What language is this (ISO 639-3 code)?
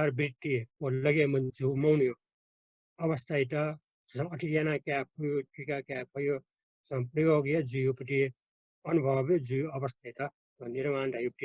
new